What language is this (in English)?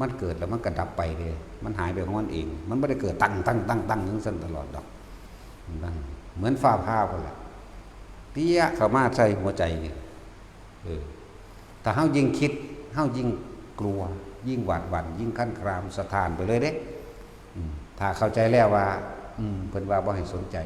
Northeastern Thai